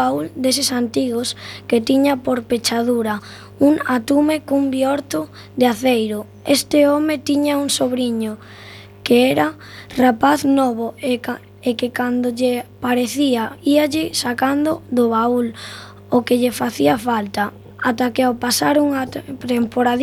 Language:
Galician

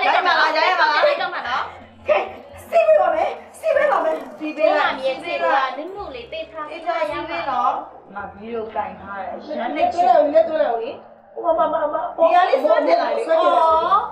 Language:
Burmese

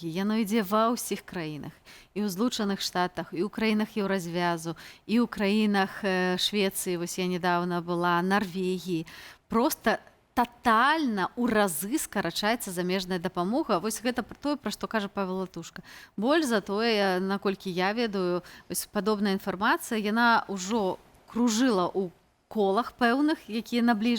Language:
Belarusian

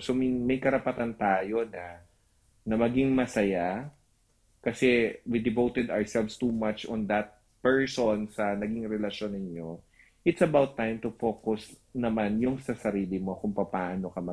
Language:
Filipino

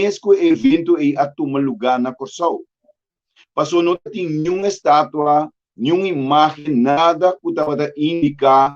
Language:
Papiamento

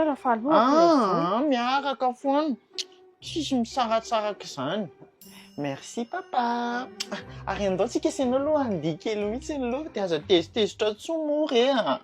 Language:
Malagasy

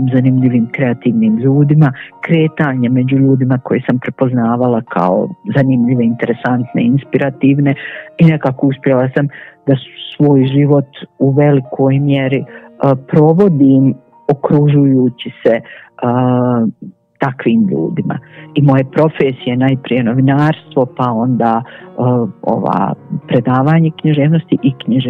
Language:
Bosnian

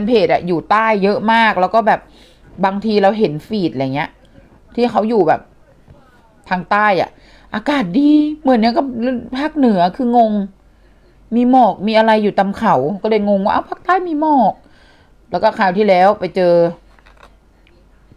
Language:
Thai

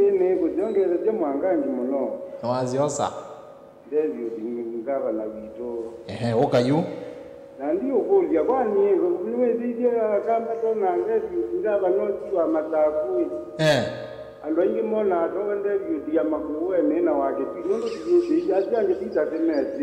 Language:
Kamba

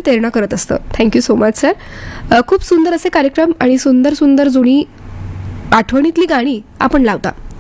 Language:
Marathi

